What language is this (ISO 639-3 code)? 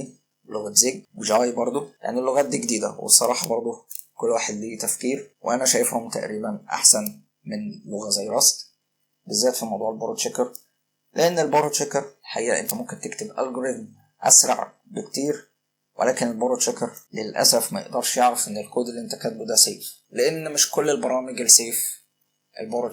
arz